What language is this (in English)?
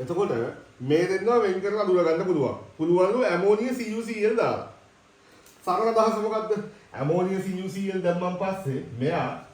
Sinhala